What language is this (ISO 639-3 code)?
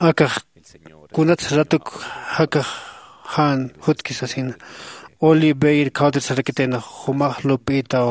aym